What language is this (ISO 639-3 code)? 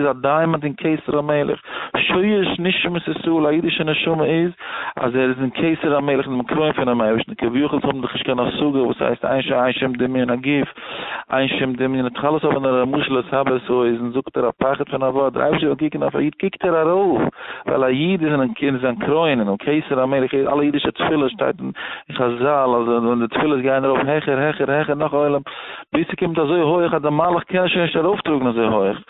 yid